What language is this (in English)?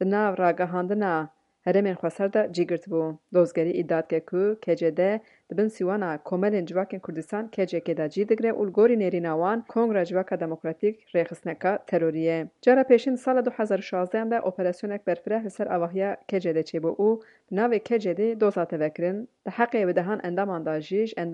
Kurdish